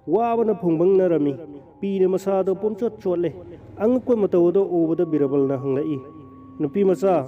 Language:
Manipuri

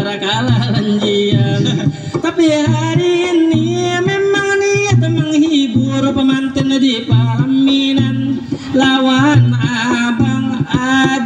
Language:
Banjar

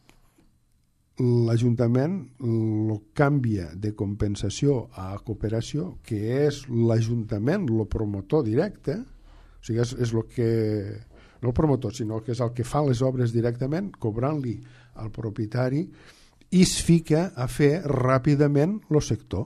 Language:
Catalan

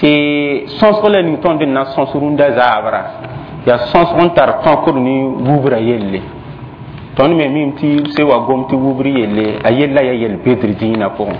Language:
Mossi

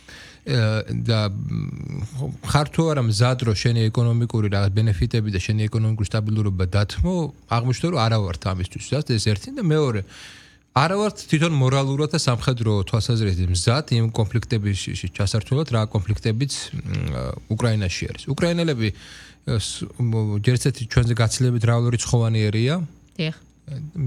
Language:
Georgian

